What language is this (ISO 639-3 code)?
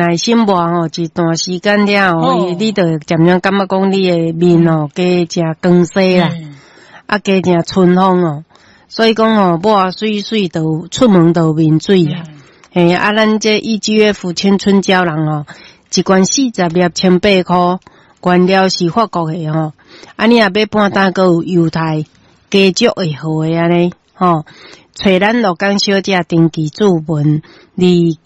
nan